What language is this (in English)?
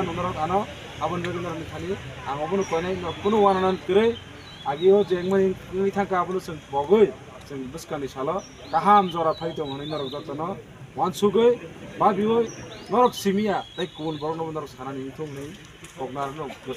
Kok Borok